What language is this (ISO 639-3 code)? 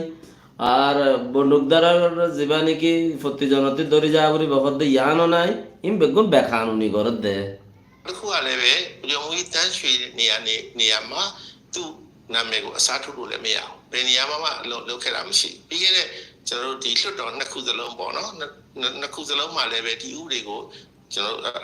rhg